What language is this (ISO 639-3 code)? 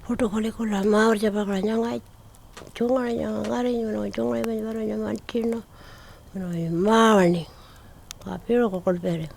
pjt